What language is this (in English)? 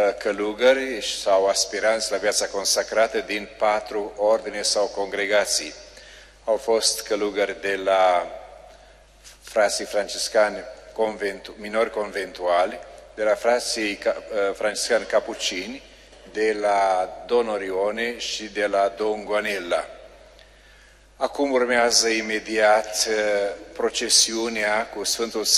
Romanian